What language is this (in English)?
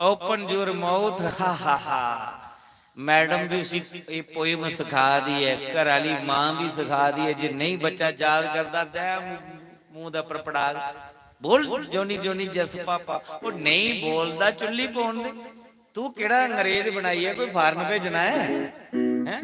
Dogri